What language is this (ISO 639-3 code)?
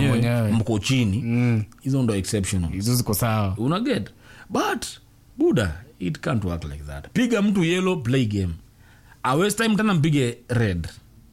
swa